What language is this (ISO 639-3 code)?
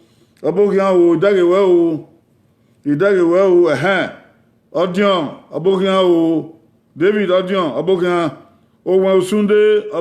bin